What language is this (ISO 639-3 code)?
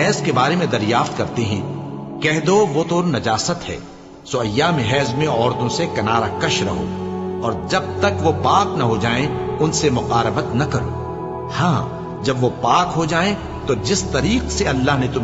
urd